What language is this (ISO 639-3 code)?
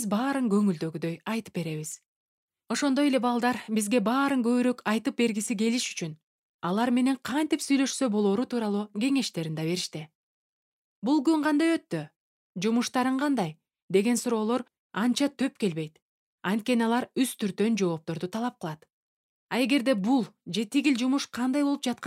kir